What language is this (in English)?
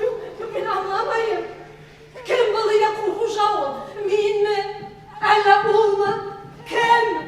Bashkir